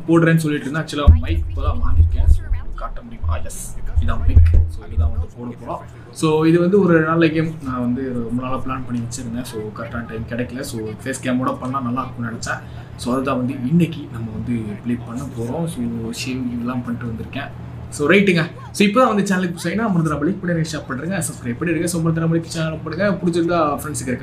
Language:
Tamil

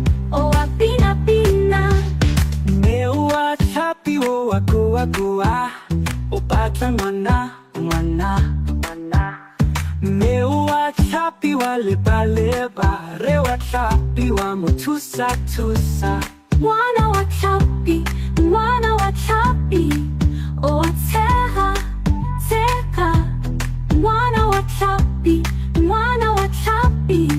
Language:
Tswana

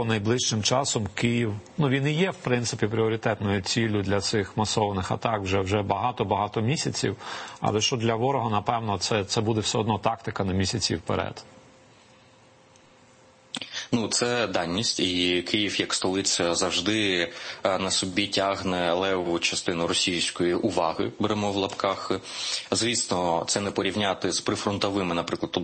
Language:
Ukrainian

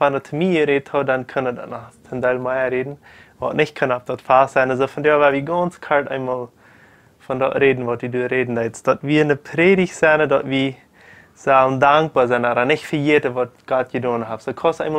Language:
Plautdietsch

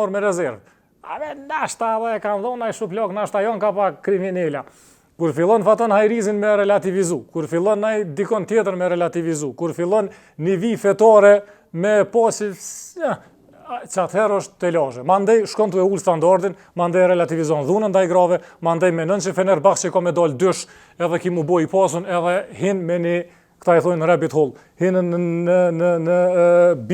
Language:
Albanian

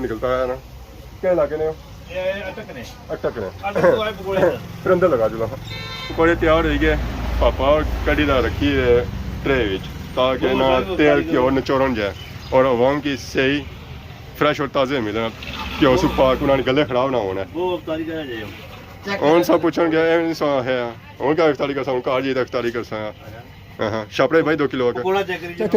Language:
Pahari-Potwari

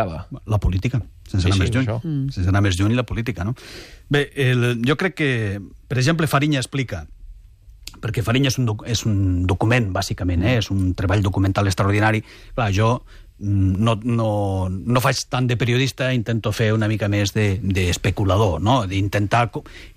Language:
Catalan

